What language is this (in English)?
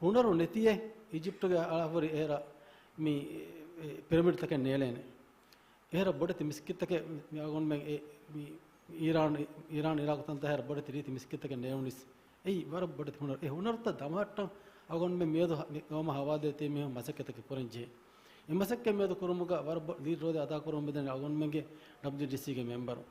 Divehi